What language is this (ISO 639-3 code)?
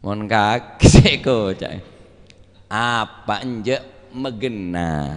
mad